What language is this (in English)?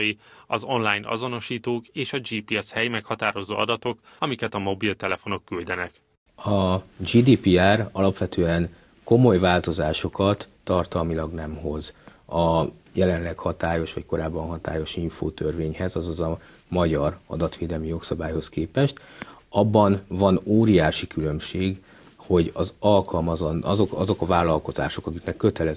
Hungarian